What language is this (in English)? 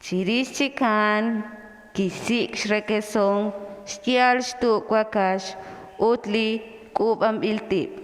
Kekchí